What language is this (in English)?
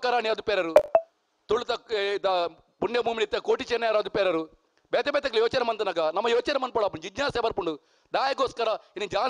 Tulu